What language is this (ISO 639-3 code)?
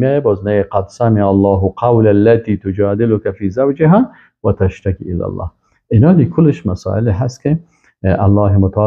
fas